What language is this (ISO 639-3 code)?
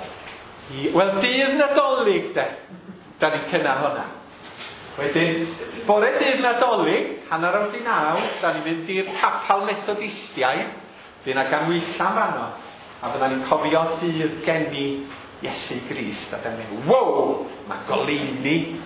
cym